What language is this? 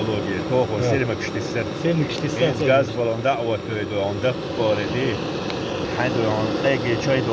Chechen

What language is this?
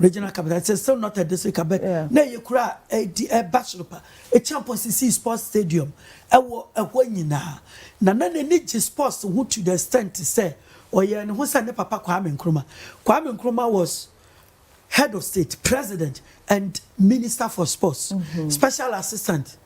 Akan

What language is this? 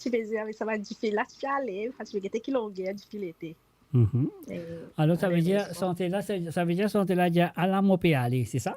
Morisyen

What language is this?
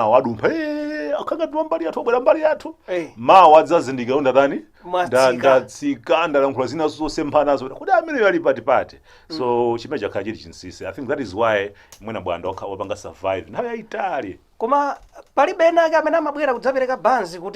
Nyanja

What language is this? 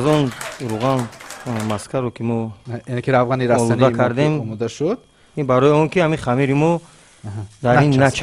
Tajik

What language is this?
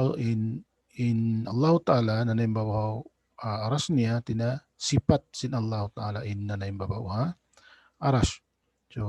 Tausug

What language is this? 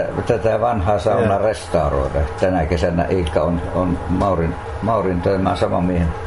Finnish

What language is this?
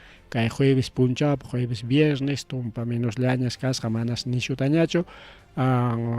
Ayacucho Quechua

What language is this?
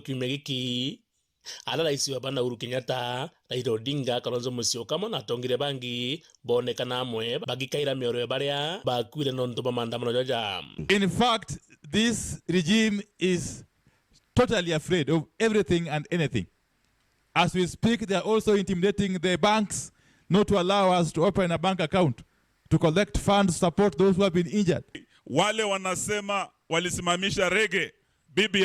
Meru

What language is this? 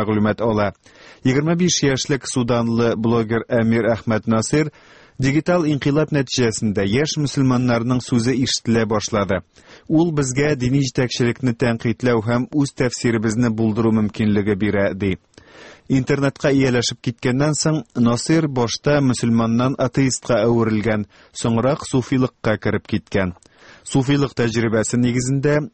Tatar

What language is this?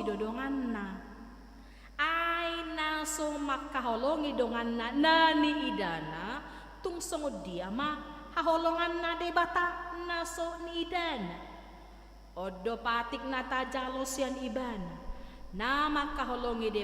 Batak Toba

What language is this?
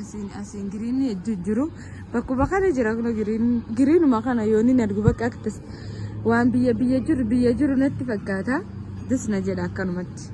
Oromo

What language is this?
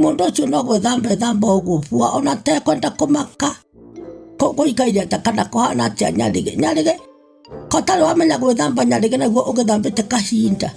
Kikuyu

